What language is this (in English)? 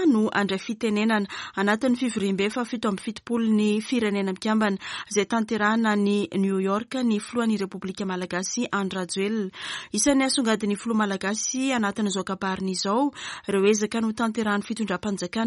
Malagasy